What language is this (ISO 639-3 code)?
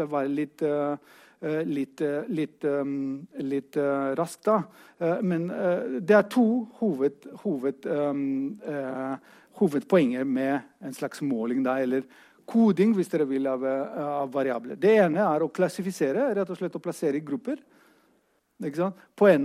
nor